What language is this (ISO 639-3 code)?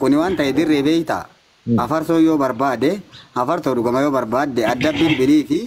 orm